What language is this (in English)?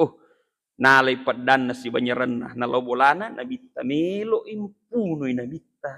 Buginese